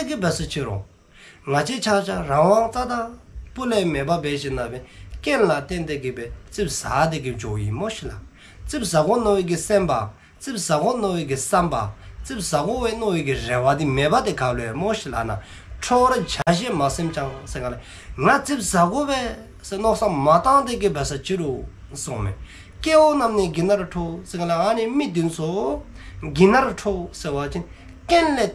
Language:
Dzongkha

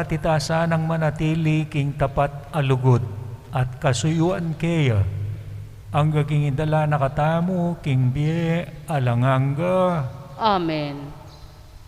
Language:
Pampanga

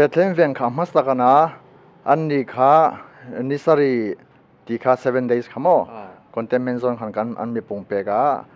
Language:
Hmar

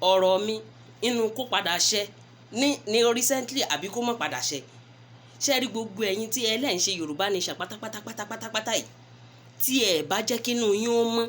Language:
Yoruba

